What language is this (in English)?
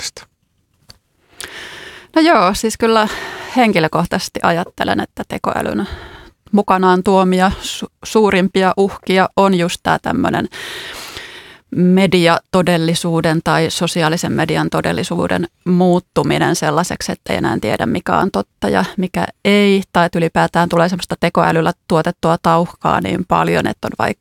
Finnish